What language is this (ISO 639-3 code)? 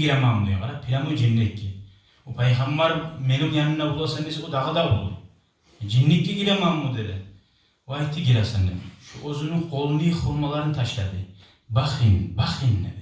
kum